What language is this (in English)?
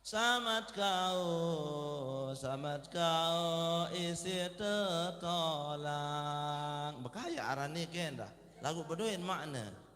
Sasak